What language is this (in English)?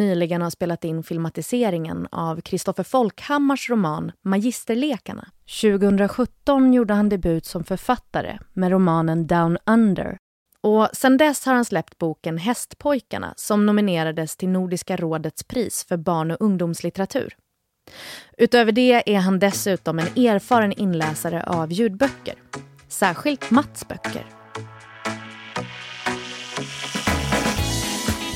Swedish